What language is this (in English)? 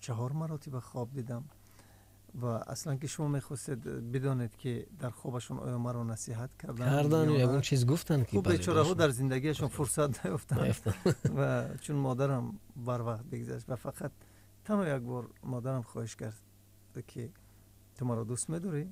Tajik